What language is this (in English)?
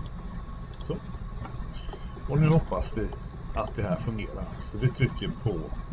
Swedish